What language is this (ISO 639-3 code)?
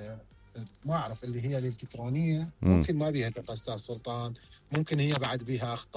acm